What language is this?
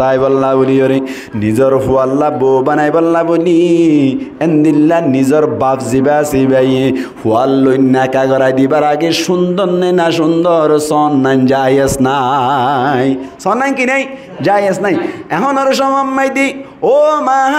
Rohingya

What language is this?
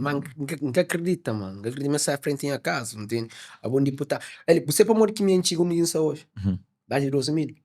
Kabuverdianu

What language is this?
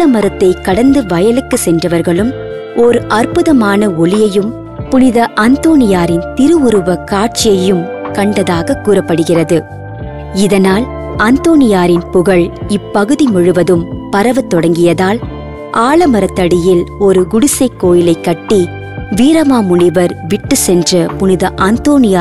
Tamil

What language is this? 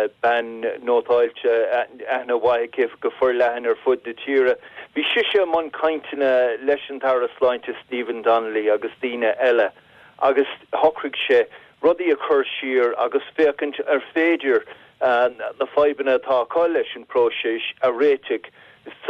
Irish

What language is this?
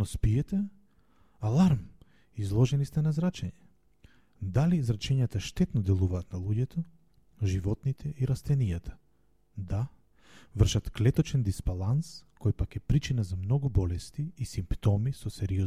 Macedonian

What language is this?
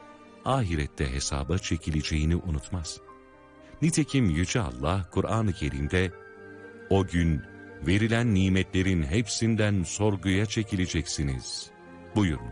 Turkish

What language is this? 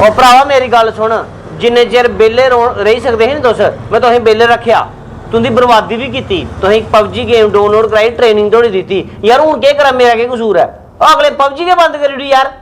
Dogri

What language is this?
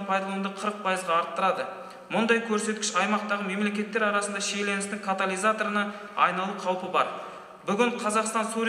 Kazakh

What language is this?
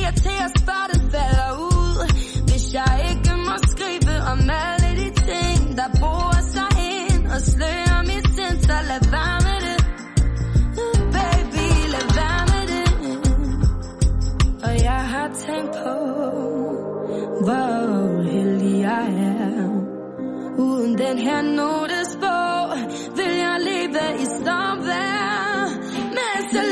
Danish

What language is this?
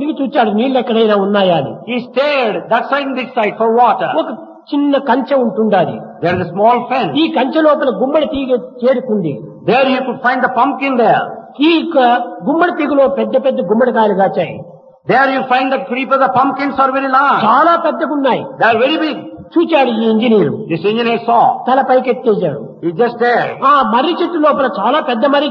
Telugu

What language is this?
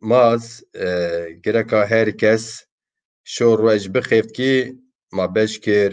Zaza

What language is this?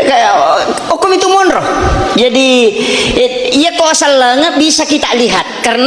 Buginese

